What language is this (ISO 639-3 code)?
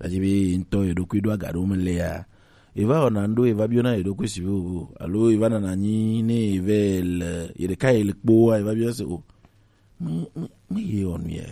gej